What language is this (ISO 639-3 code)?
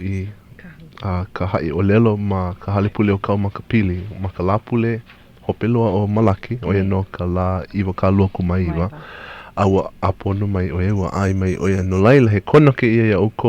haw